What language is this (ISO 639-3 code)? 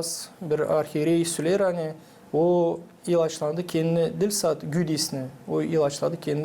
gag